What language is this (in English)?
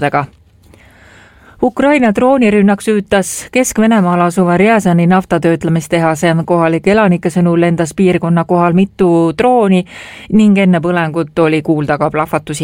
Estonian